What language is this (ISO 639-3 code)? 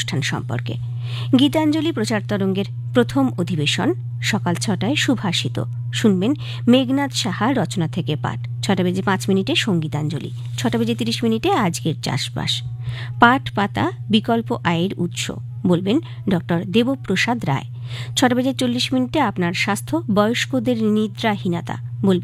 ben